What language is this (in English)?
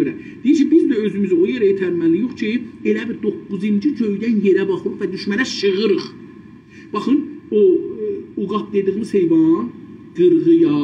South Azerbaijani